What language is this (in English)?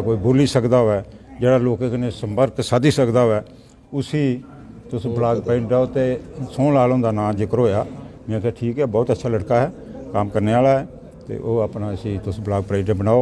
Dogri